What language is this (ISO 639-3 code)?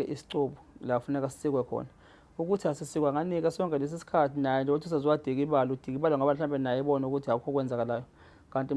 zul